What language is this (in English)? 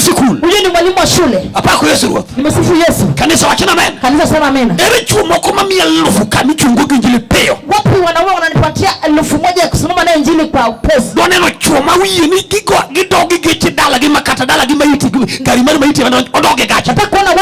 Luo (Kenya and Tanzania)